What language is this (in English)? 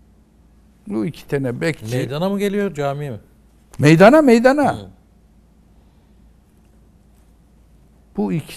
Turkish